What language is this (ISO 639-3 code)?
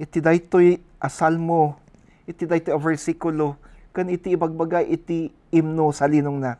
ilo